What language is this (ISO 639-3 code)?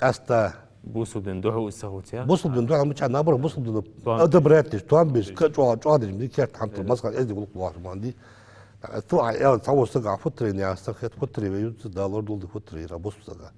inh